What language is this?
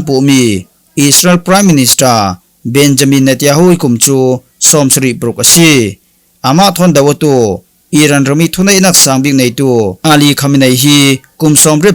Falam Chin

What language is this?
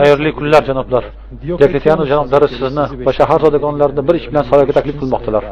Uzbek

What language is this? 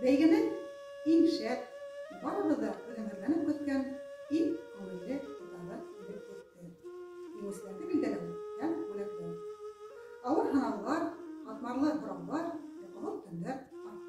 Bashkir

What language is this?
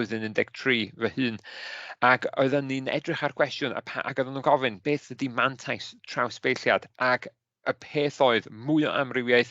Welsh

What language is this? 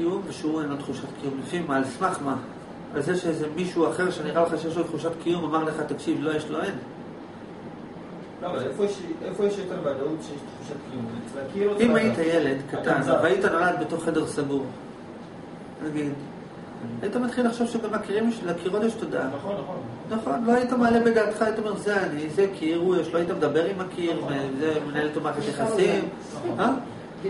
Hebrew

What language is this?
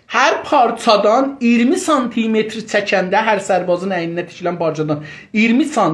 South Azerbaijani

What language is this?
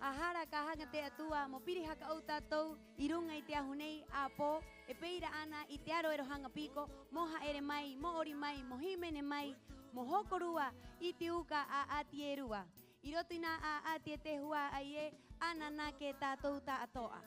Rapanui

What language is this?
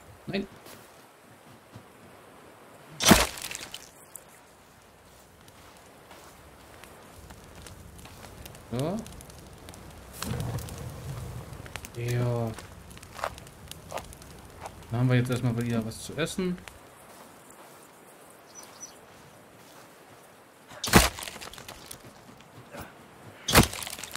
German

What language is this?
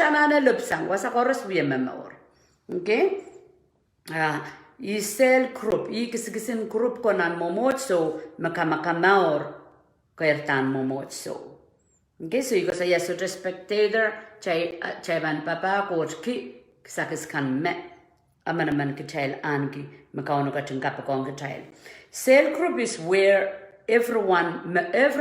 Pohnpeian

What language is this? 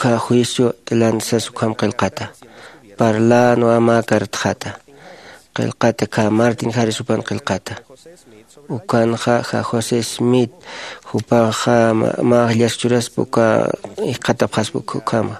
Aymara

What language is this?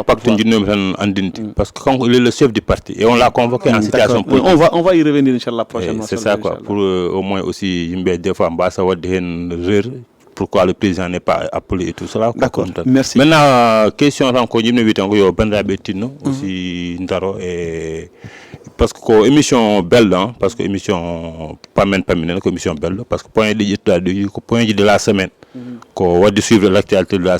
Fula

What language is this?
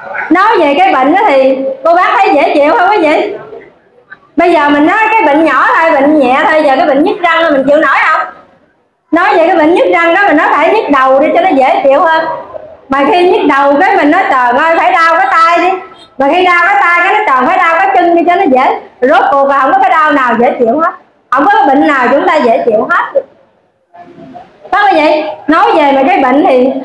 Vietnamese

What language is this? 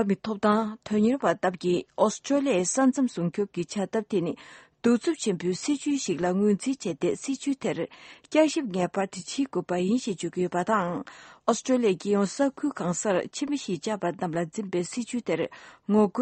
Tibetan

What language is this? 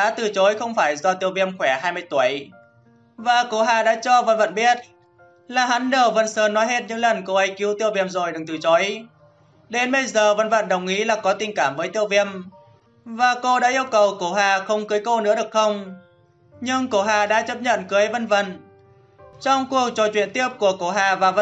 Vietnamese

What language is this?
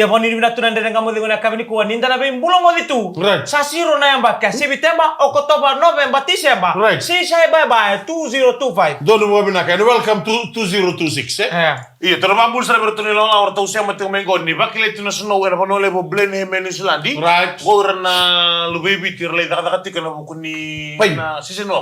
Fijian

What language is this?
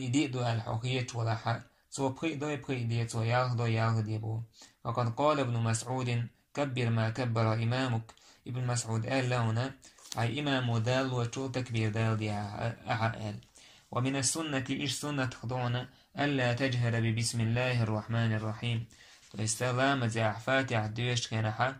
Chechen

